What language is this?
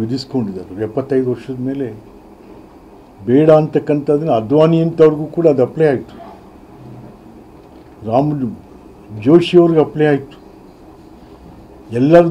Kannada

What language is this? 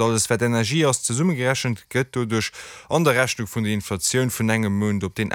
Luxembourgish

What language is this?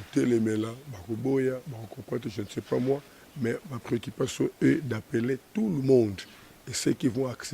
Lingala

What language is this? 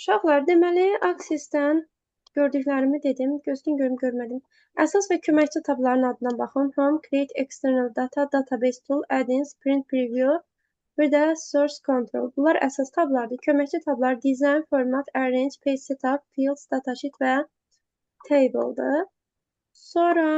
Azerbaijani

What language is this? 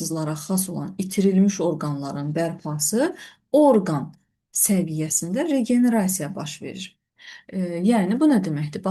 Azerbaijani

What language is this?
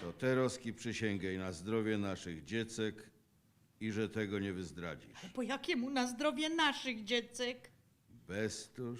Silesian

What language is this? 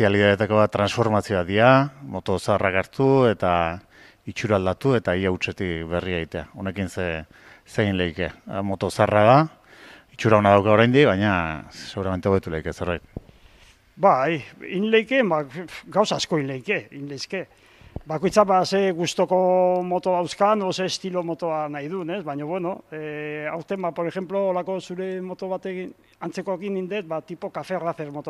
Basque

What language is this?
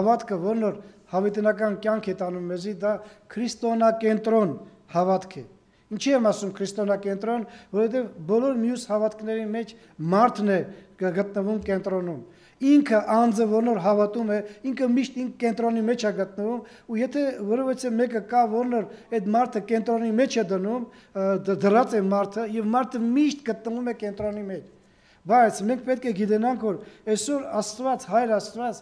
Armenian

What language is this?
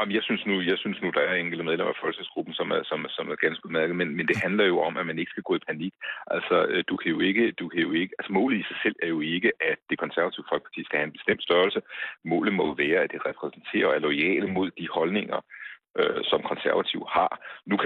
Danish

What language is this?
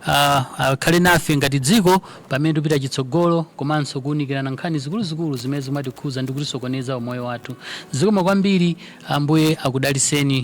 Nyanja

